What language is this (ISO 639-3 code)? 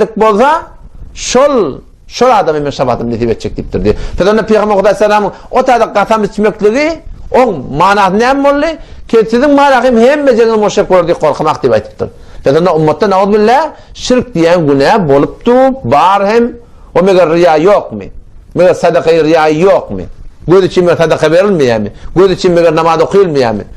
tuk